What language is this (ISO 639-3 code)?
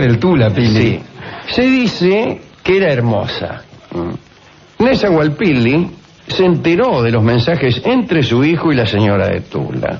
spa